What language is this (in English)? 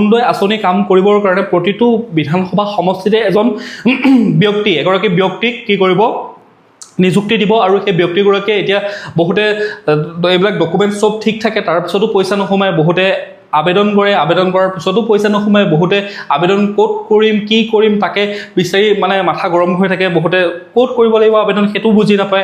Assamese